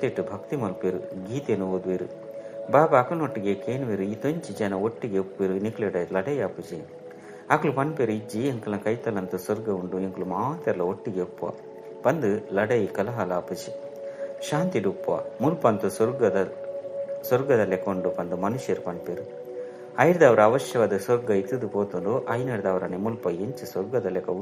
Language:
Tulu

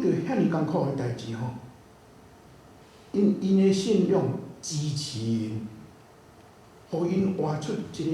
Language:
Min Nan Chinese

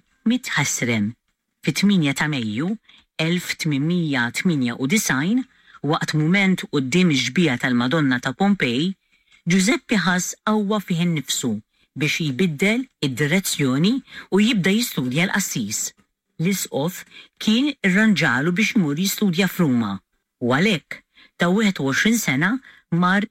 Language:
Maltese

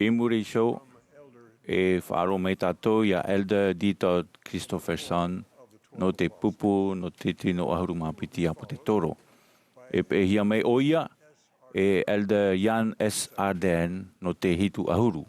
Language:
Tahitian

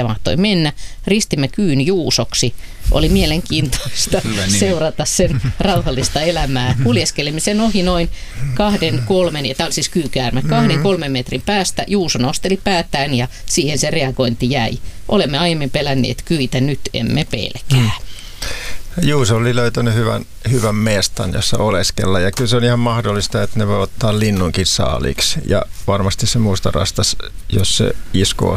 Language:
Finnish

